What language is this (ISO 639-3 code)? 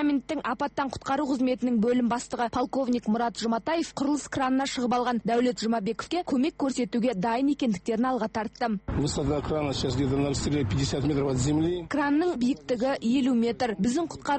kaz